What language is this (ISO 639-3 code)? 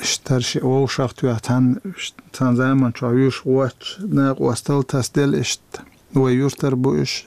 che